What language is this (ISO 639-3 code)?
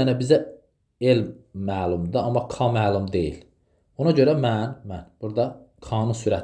aze